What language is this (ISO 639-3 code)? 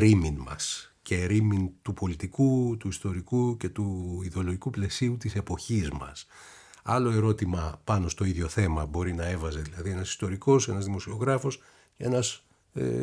ell